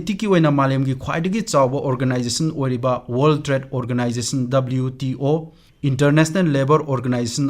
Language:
Manipuri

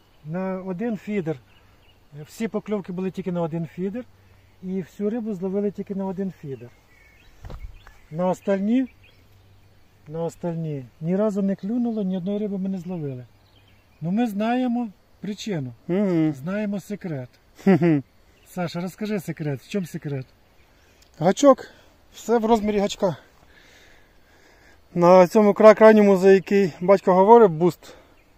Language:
Ukrainian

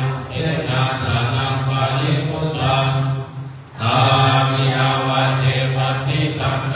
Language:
Pali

